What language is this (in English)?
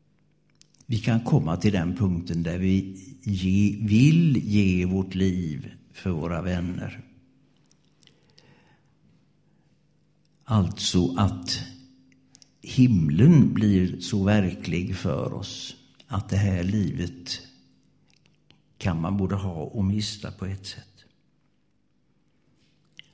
Swedish